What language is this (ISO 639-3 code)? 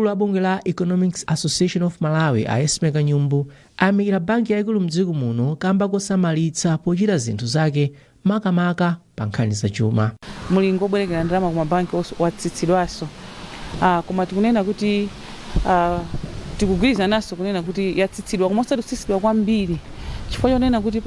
nya